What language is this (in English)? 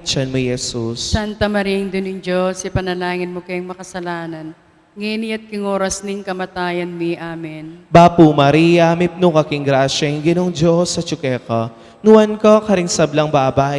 Pampanga